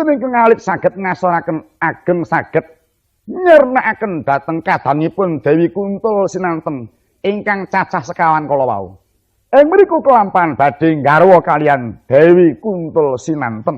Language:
Javanese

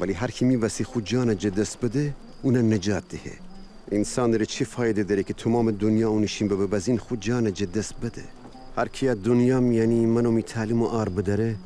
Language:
Gilaki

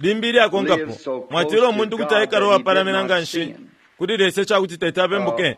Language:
Bemba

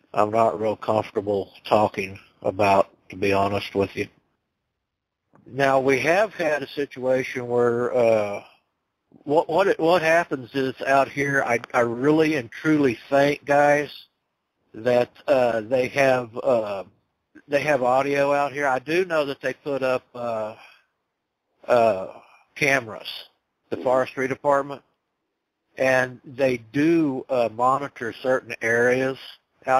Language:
English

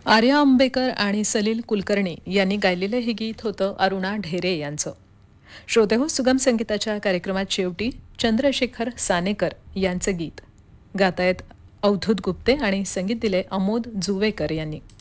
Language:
Marathi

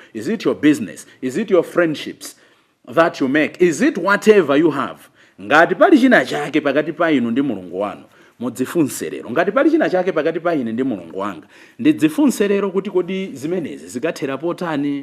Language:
Nyanja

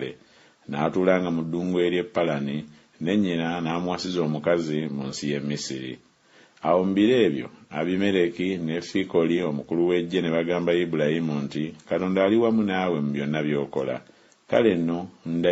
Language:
Ganda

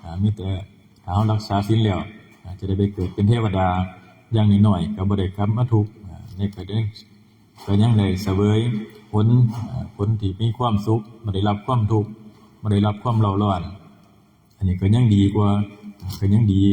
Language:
Northeastern Thai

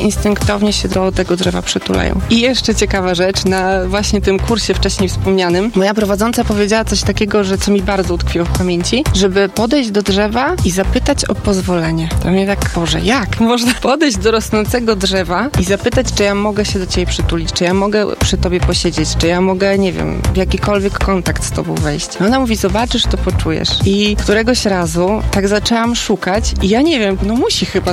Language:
Polish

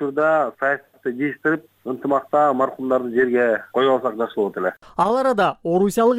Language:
Kyrgyz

